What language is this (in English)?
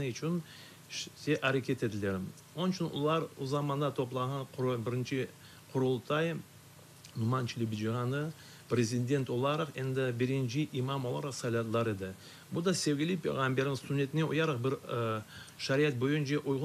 Crimean Tatar